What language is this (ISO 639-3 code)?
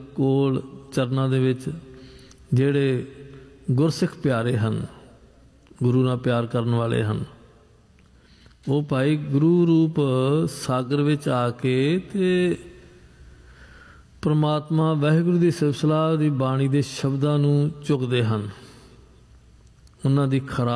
pan